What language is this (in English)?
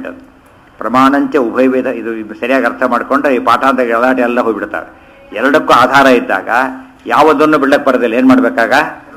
Kannada